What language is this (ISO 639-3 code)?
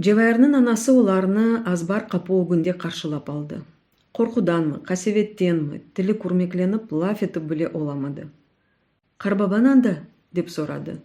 crh